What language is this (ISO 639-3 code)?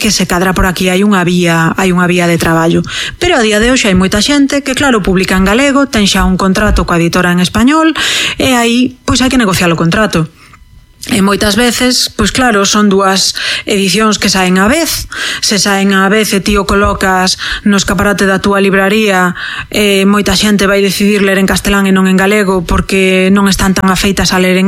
glg